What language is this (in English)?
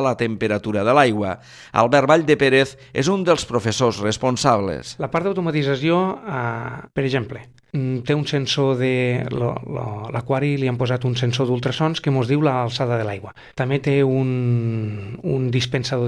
Catalan